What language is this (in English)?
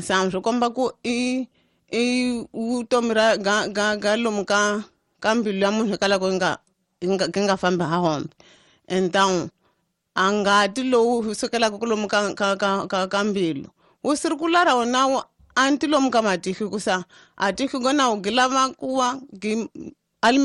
Tsonga